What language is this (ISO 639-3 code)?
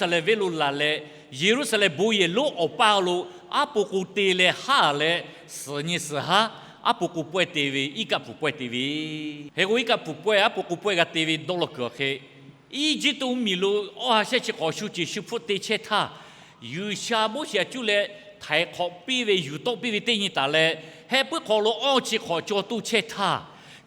lhu